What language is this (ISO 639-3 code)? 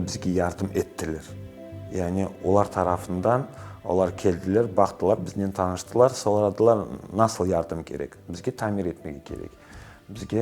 crh